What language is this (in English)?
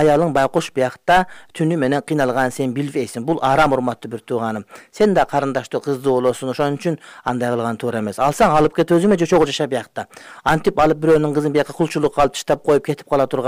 Kyrgyz